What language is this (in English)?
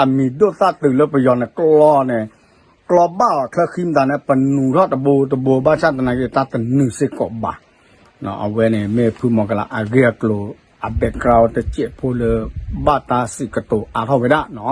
S'gaw Karen